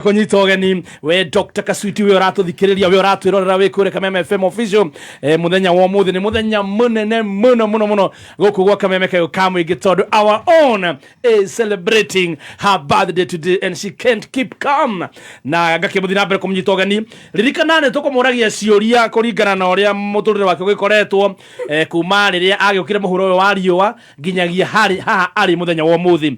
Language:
Kikuyu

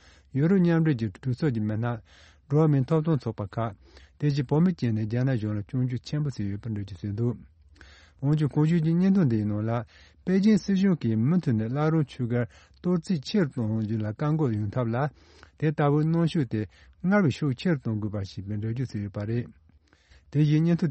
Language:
Tibetan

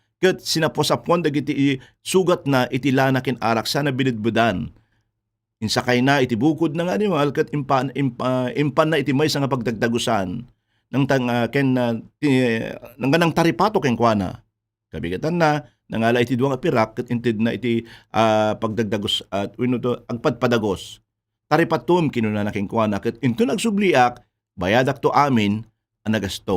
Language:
Iloko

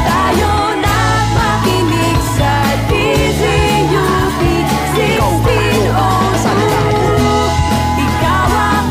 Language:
Filipino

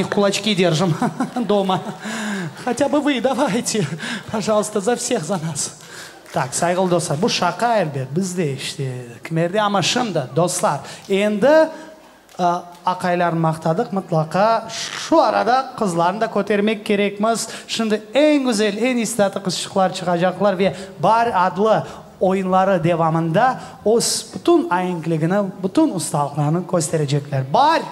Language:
Crimean Tatar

